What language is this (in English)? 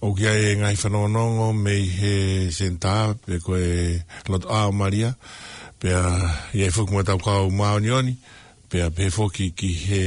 Tongan